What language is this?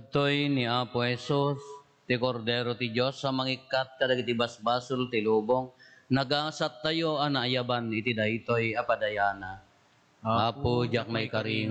Iloko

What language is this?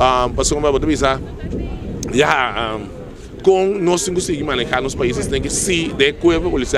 Papiamento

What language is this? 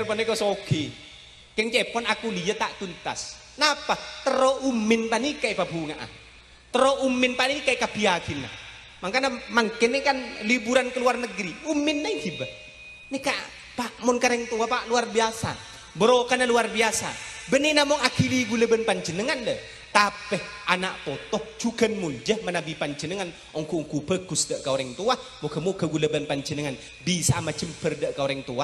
Madurese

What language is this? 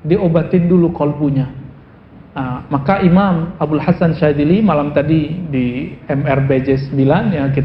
Indonesian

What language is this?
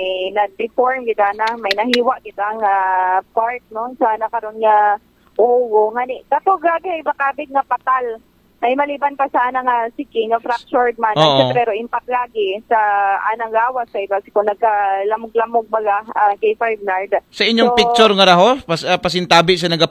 Aklanon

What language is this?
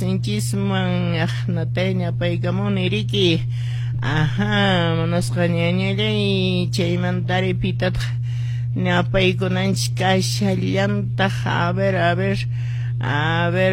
Quechua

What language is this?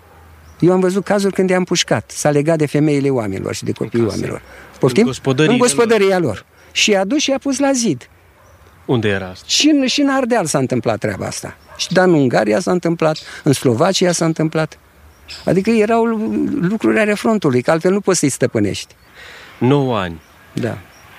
Romanian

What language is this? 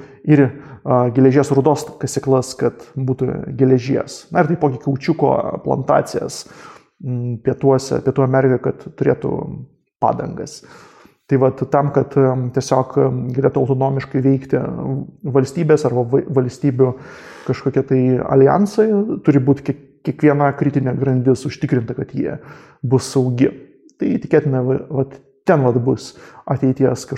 Lithuanian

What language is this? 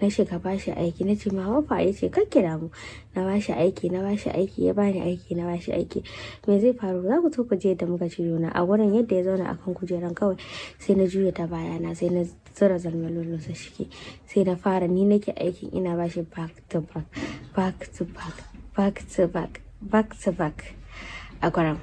Hausa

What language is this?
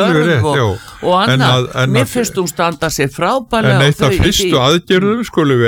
Icelandic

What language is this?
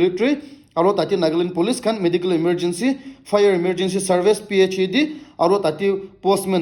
Naga Pidgin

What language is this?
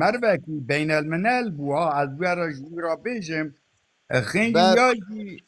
Kurdish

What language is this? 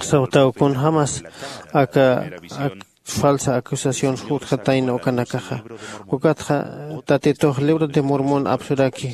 Aymara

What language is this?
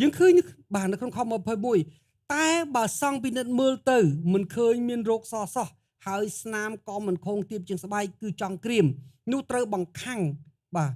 Khmer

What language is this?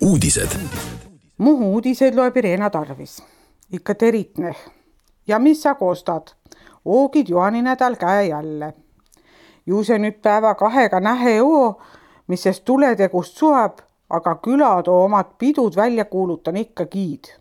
Estonian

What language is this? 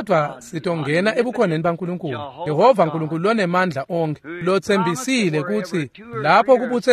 Swati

